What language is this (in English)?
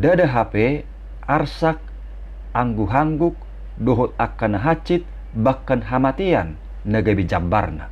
Batak Toba